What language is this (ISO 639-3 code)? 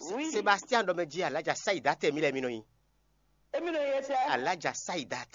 fon